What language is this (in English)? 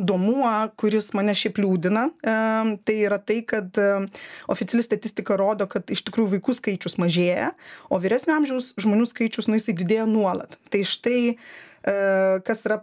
Lithuanian